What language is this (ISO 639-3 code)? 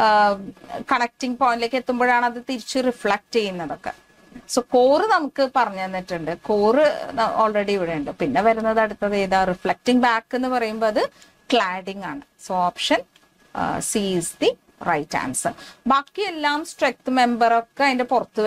mal